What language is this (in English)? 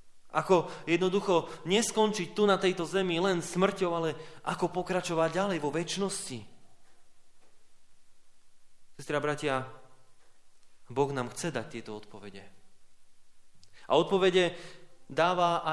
Slovak